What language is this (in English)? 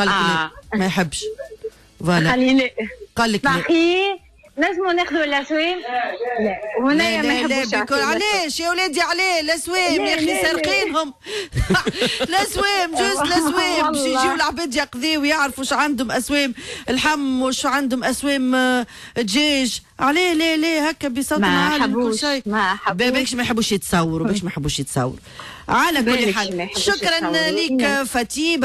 Tunisian Arabic